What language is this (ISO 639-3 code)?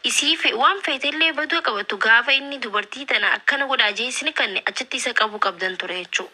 orm